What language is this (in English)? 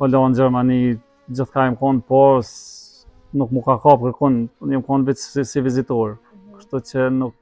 Albanian